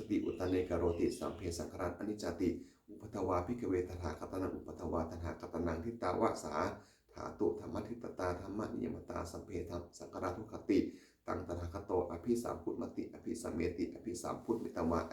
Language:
Pali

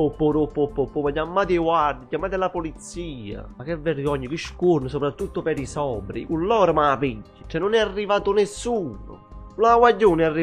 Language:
Neapolitan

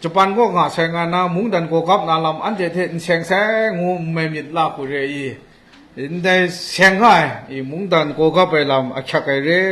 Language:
Kachin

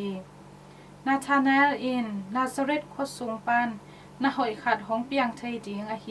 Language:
Tedim Chin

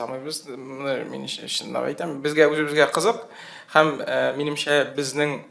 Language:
Tatar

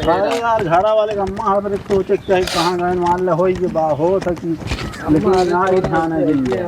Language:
Awadhi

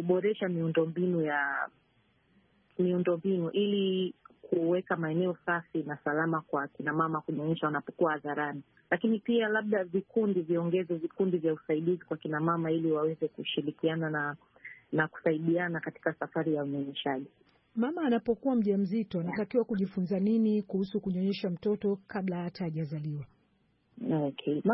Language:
Swahili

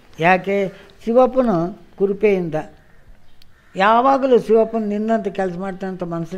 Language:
Kannada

